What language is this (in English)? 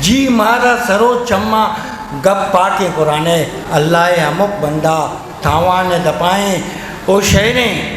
Eastern Balochi